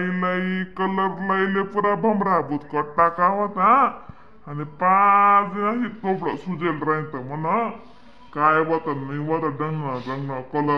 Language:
Khandesi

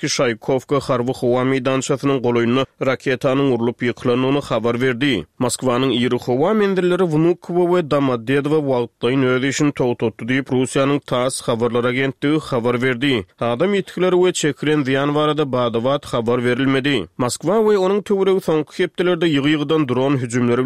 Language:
Turkmen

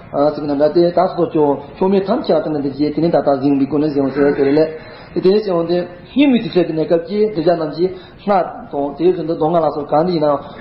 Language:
Tibetan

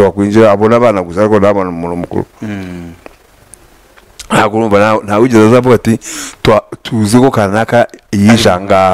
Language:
Kinyarwanda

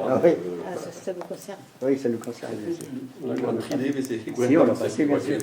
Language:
Breton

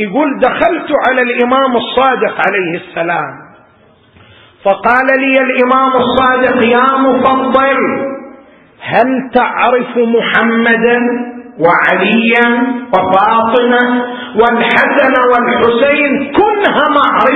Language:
Arabic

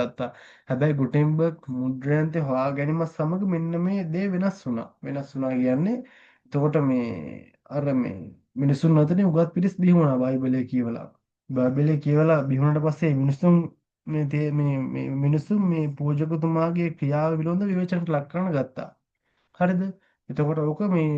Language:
Sinhala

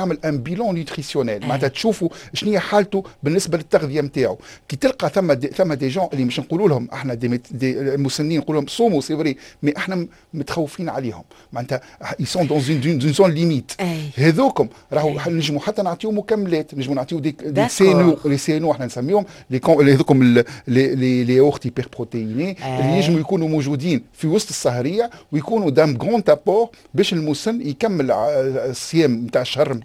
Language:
Tunisian Arabic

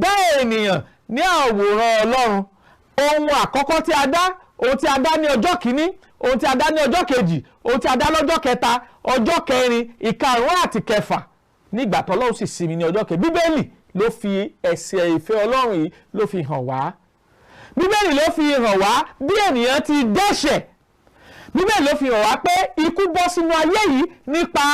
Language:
Yoruba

